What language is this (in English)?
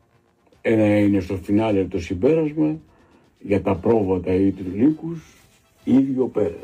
Greek